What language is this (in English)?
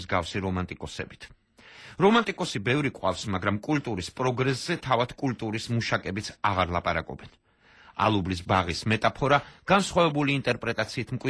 Georgian